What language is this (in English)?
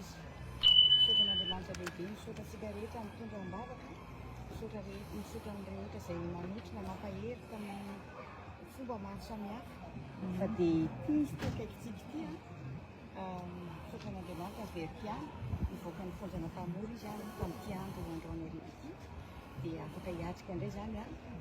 Malagasy